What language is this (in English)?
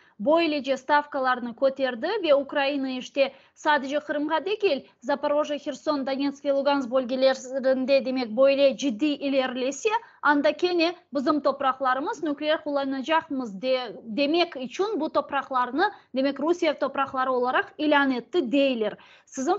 Crimean Tatar